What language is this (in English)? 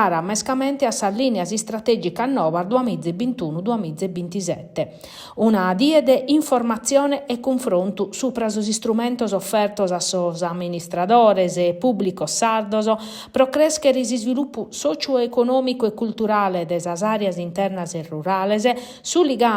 Sardinian